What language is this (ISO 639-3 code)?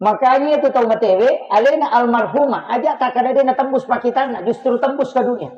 bug